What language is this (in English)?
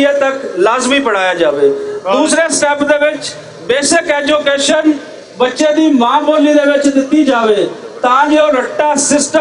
Western Panjabi